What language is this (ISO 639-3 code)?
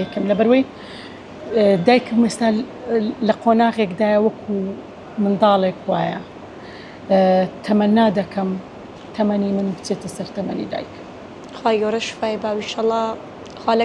ckb